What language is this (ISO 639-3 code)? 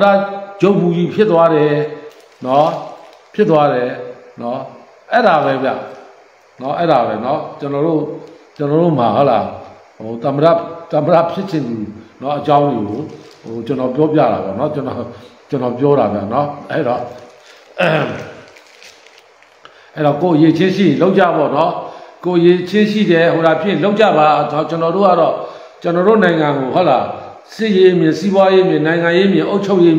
mya